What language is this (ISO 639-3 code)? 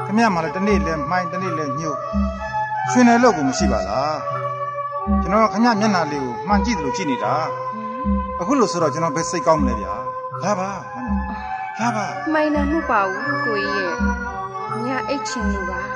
mya